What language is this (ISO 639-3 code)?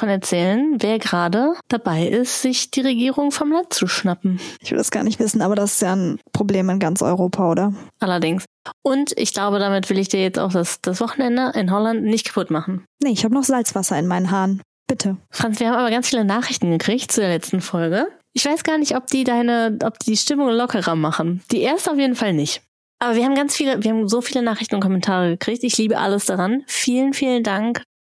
deu